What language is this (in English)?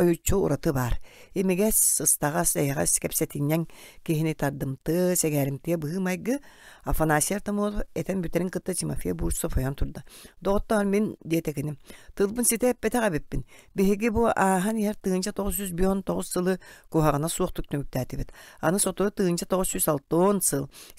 Yakut